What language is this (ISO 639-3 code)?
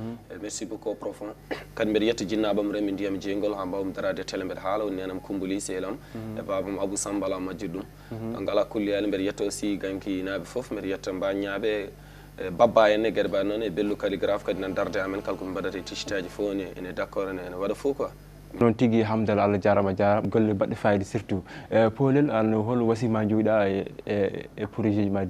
ful